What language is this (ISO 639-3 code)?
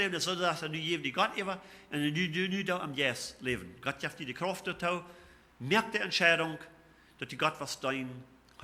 pdt